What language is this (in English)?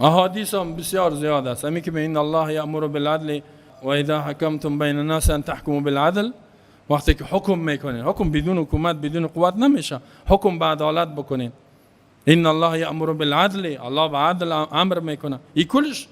Persian